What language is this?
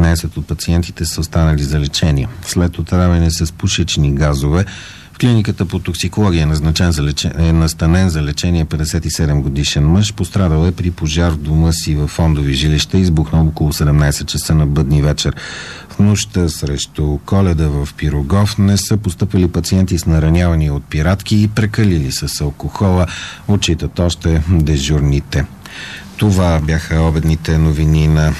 Bulgarian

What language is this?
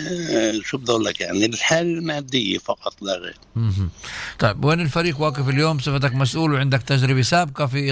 North Levantine Arabic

